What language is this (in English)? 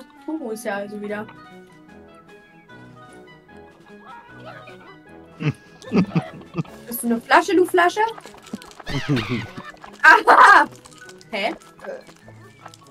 German